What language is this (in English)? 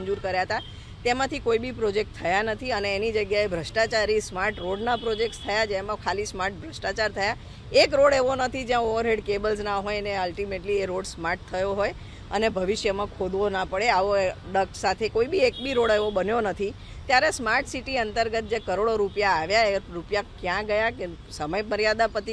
Gujarati